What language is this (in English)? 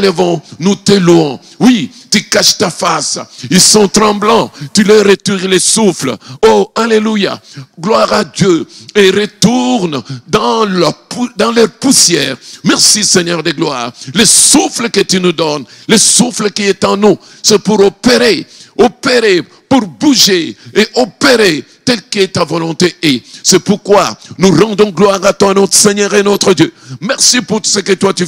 French